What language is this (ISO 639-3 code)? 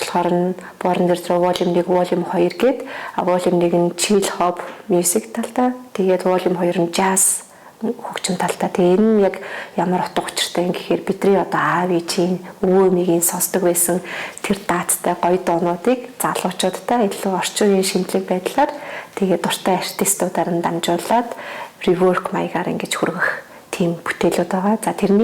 mon